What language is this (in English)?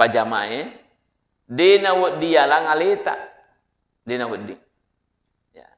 Buginese